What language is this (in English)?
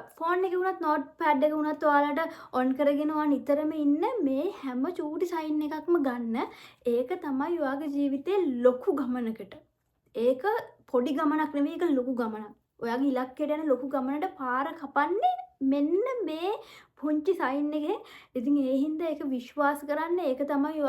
Sinhala